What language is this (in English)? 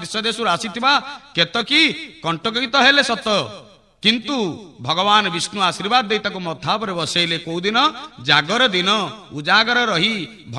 Odia